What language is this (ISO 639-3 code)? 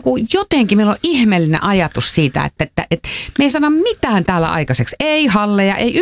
fin